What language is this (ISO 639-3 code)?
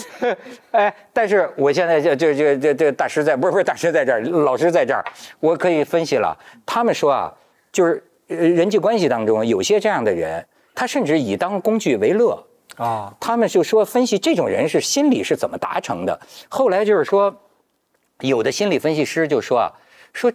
zho